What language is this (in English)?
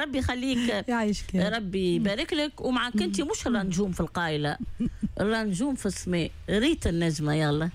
Tunisian Arabic